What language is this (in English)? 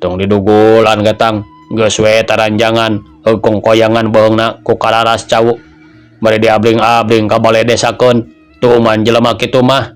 Sundanese